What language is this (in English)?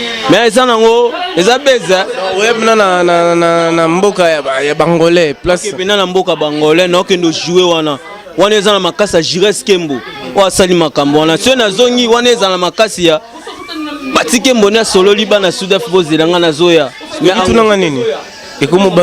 Lingala